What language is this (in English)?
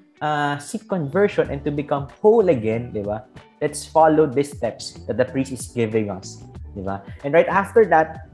Filipino